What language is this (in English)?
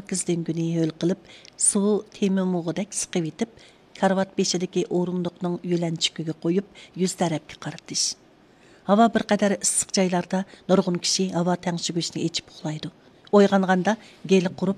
Uyghur